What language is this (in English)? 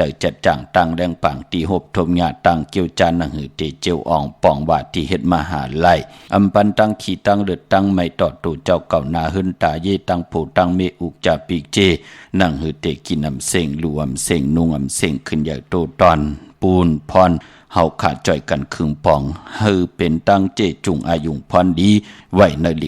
Shan